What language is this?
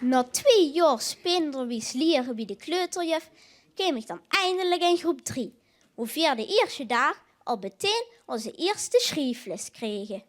Limburgish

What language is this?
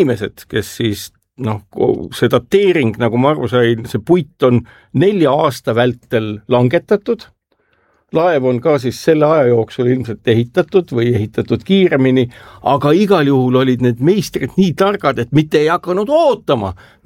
Estonian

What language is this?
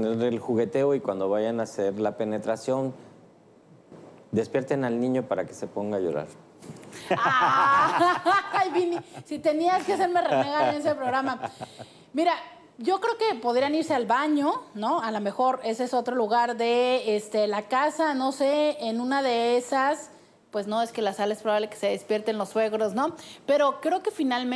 Spanish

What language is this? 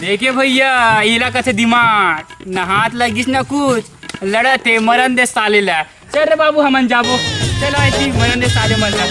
Chhattisgarhi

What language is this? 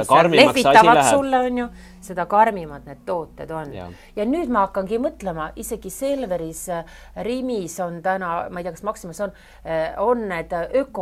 Estonian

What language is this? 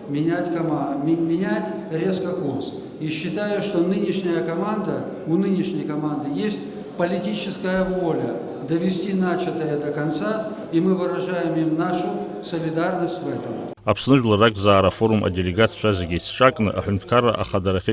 Abkhazian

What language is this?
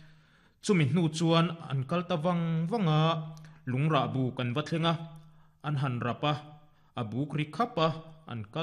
Mizo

